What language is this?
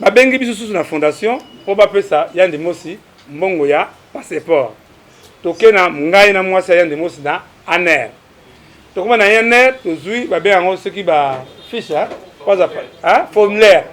Lingala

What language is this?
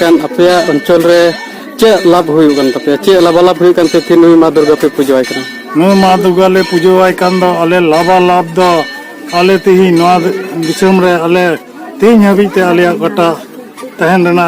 Santali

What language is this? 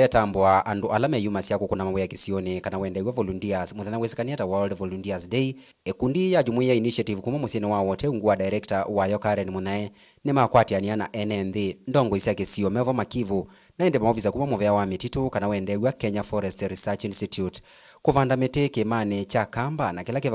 Kamba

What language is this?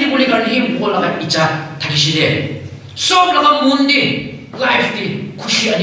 Naga Pidgin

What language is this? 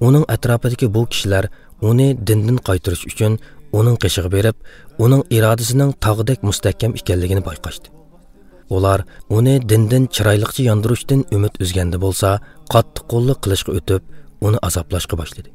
Uyghur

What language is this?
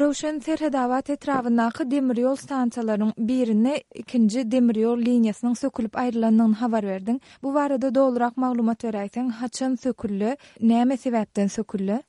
Turkmen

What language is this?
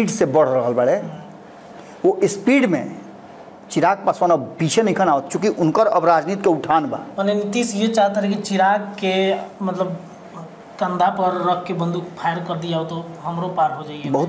Bhojpuri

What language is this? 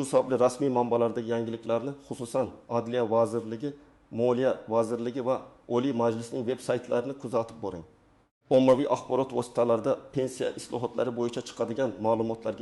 Uzbek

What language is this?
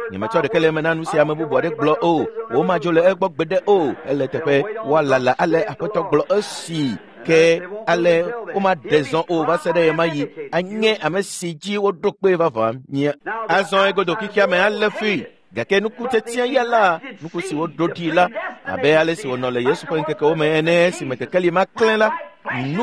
Ewe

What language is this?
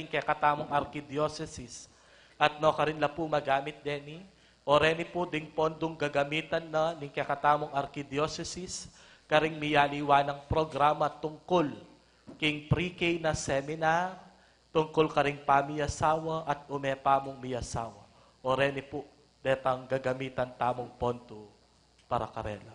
Pampanga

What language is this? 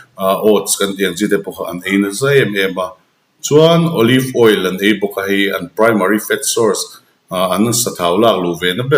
Mizo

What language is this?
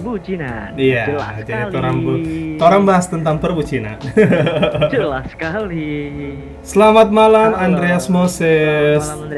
Manado Malay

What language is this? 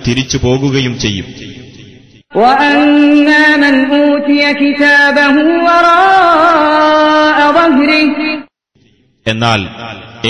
Malayalam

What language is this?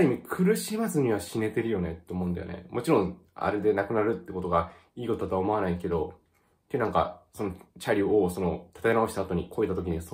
Japanese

